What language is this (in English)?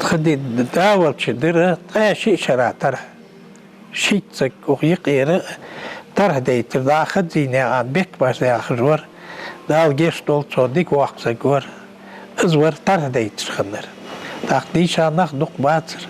Ingush